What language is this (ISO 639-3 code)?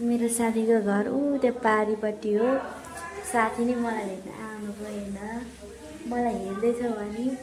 nep